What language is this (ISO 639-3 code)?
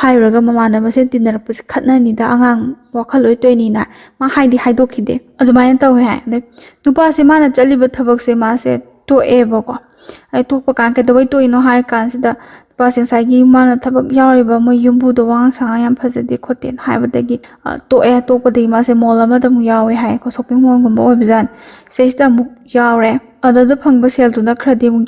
mni